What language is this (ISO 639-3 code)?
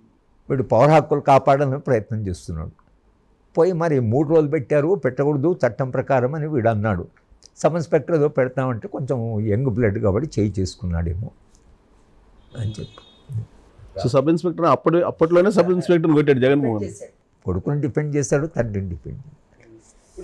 tel